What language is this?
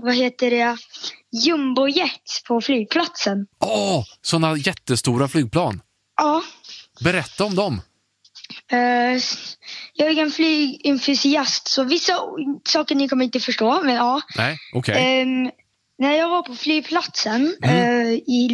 Swedish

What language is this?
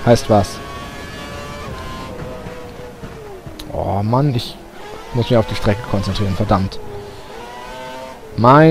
German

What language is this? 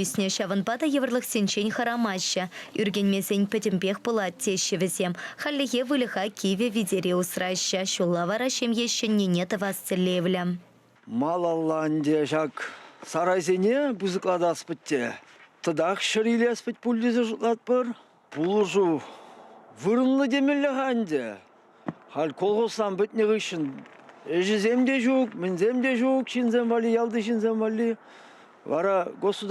Chuvash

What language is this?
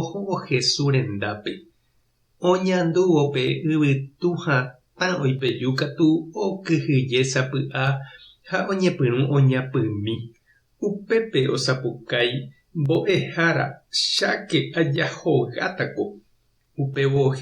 Guarani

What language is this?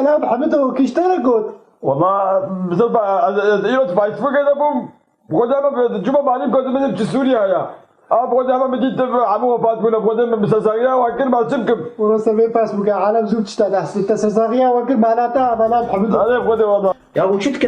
Kurdish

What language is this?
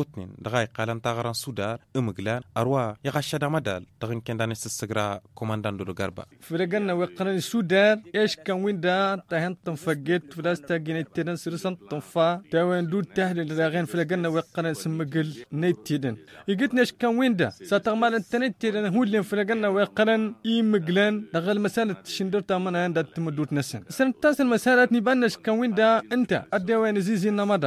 Tamasheq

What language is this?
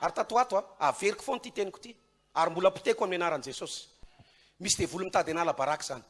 Malagasy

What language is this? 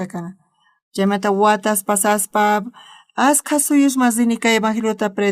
South Bolivian Quechua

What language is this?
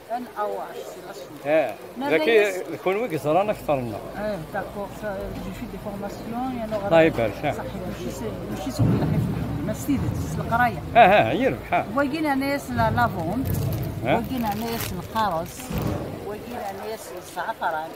Kabyle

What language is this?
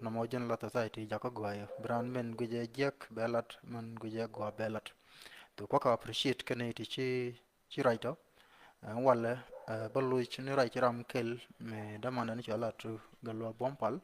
Nuer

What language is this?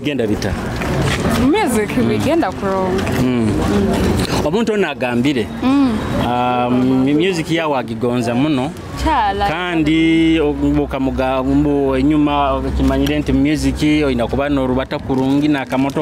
Nyoro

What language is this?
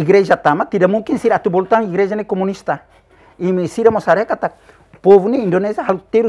Tetum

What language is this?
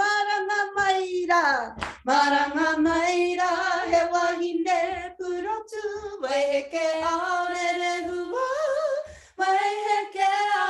Māori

